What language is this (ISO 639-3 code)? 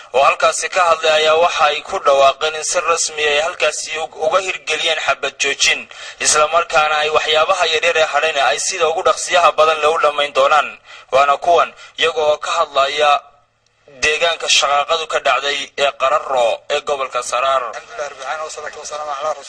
som